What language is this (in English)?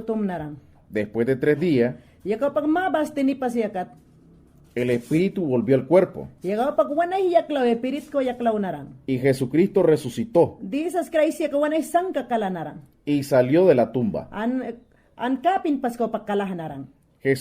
Mayangna